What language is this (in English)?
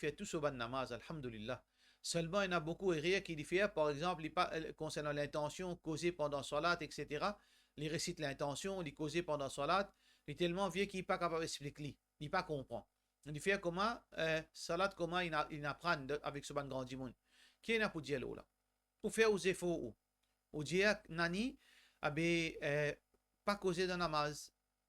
Morisyen